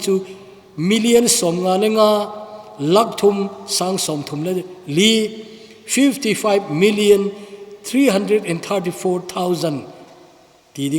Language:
Thado Chin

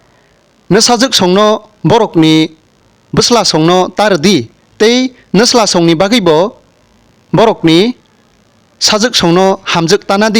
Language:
Kok Borok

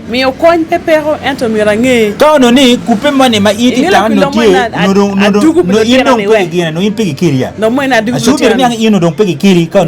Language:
Acoli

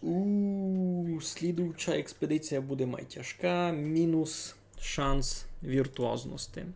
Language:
Rusyn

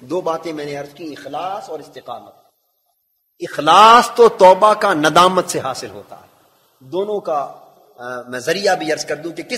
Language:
Urdu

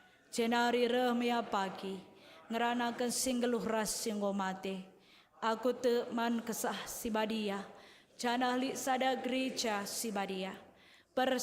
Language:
Batak Karo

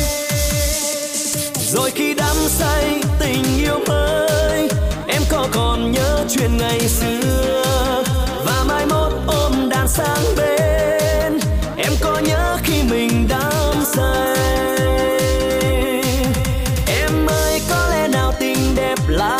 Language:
Vietnamese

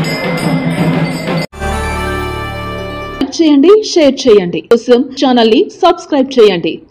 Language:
Telugu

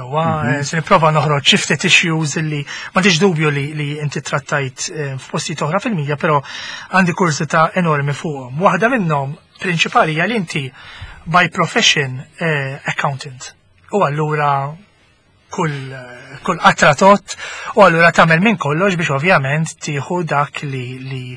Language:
Maltese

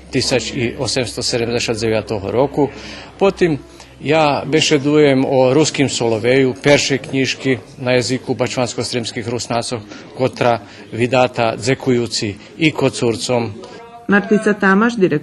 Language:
Rusyn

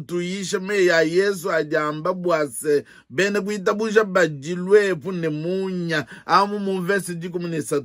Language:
Luba-Lulua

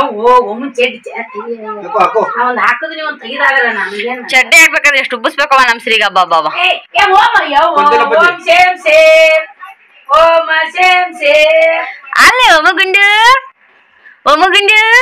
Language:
Kannada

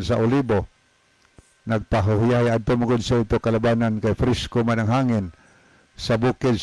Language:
Cebuano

